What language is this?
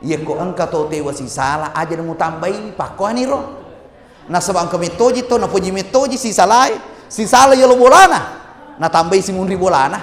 Buginese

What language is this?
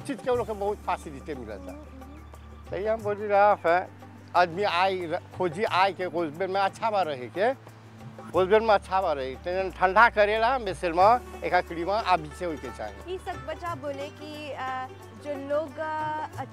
Bhojpuri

